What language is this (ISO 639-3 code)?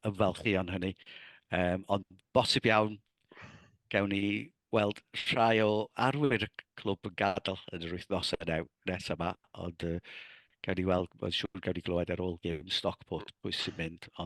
cym